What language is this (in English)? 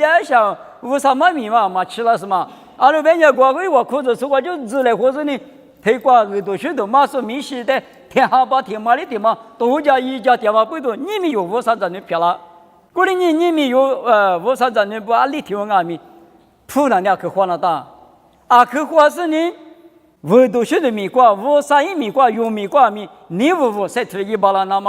Lisu